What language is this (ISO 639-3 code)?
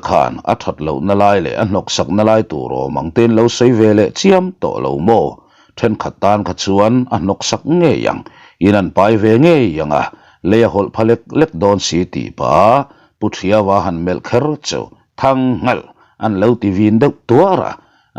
lus